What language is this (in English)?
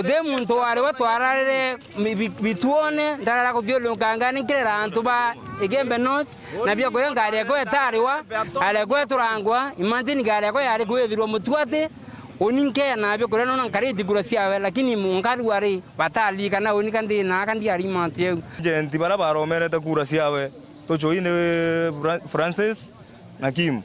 Meru